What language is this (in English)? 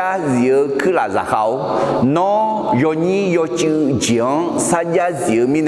Akha